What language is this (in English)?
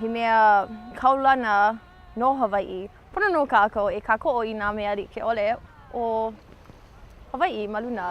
Hawaiian